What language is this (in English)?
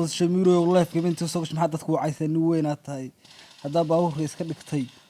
Somali